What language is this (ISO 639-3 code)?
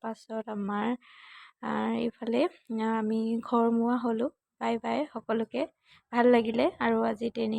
asm